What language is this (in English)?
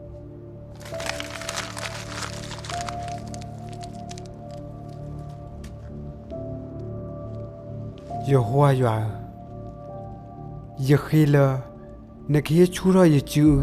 S'gaw Karen